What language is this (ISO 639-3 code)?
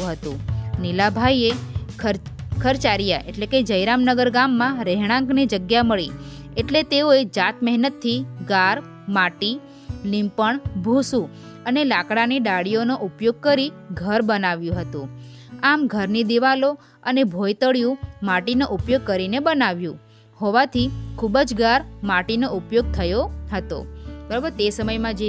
guj